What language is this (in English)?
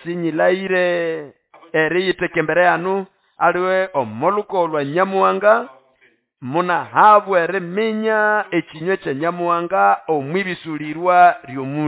Nande